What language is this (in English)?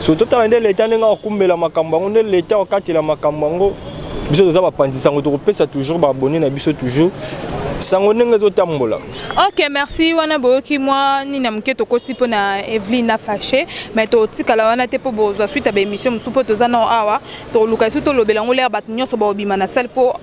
Lingala